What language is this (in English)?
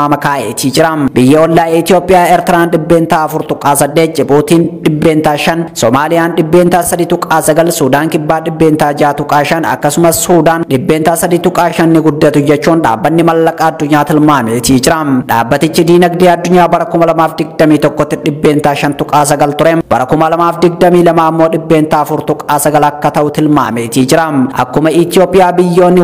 Oromo